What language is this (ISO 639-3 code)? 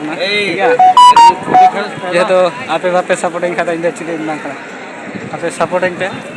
sat